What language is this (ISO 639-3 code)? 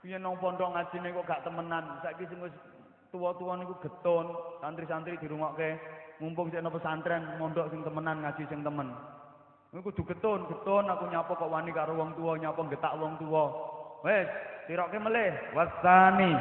jav